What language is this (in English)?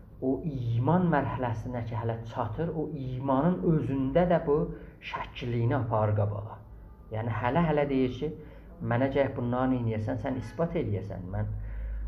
South Azerbaijani